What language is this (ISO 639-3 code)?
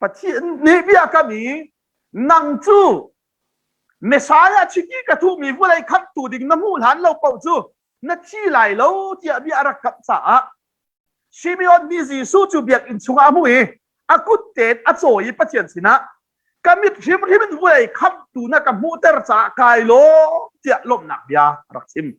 cnh